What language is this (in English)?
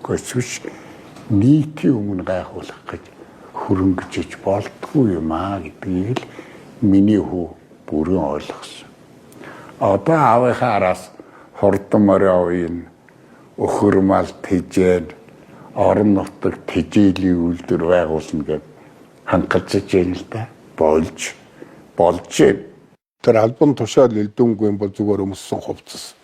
Mongolian